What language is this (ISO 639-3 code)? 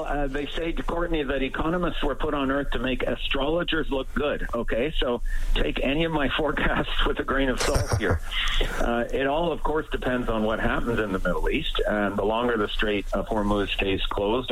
eng